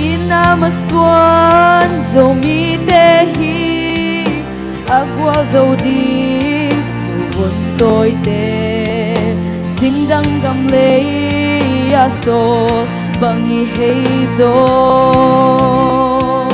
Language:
Tedim Chin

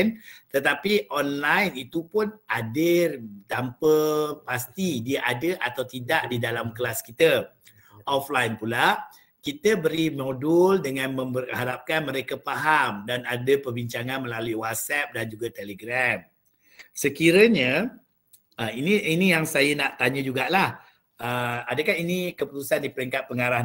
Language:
Malay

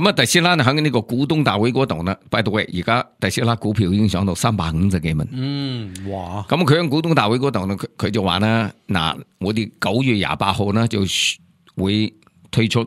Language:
Cantonese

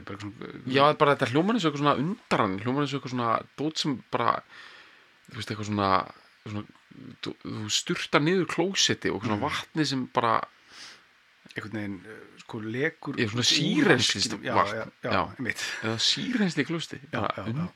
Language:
Icelandic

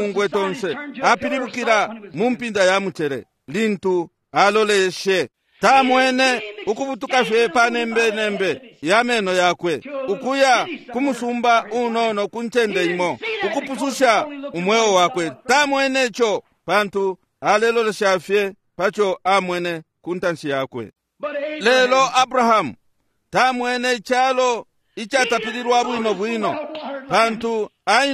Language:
Bemba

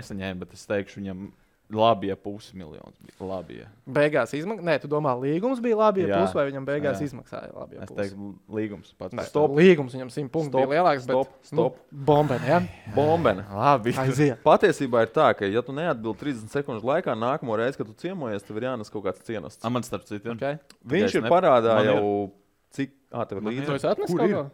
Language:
Latvian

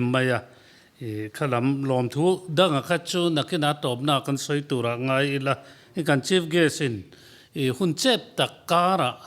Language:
Mizo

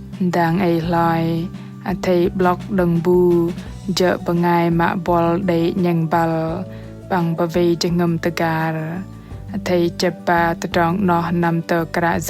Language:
Bahnar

